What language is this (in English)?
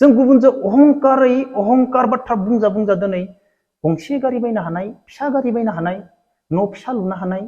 Bodo